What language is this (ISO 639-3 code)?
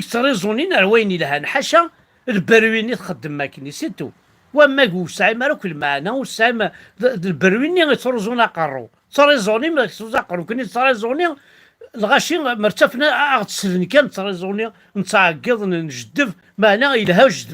kab